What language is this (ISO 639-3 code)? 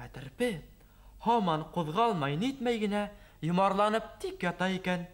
bak